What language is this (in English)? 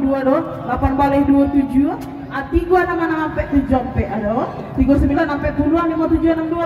Minangkabau